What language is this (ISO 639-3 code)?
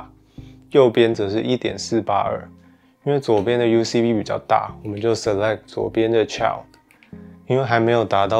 zho